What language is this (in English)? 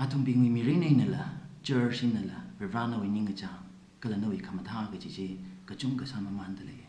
Tangkhul Naga (India)